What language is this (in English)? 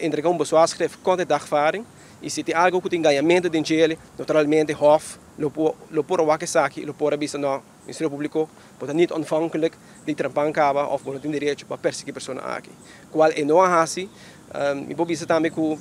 Papiamento